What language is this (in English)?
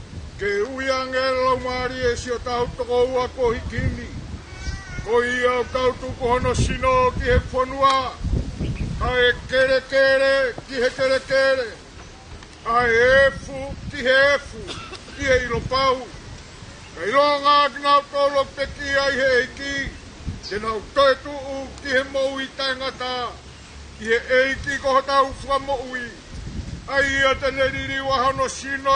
Tongan